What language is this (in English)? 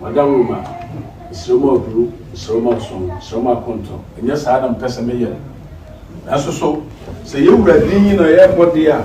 Akan